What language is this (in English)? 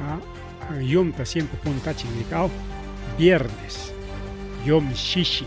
Ayacucho Quechua